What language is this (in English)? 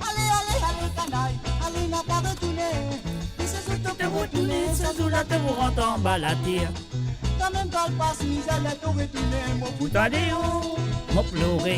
Morisyen